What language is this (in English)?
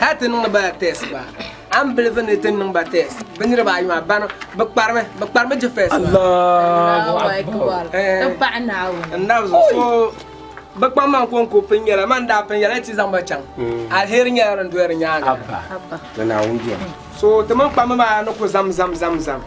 Dagbani